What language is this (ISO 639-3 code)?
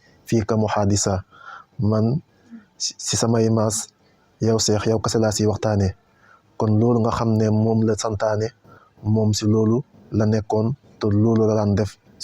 wol